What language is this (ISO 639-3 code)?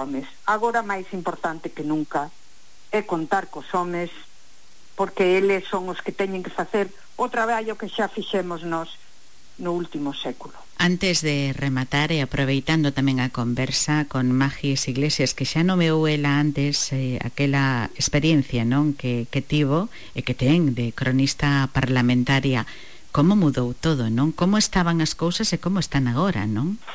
glg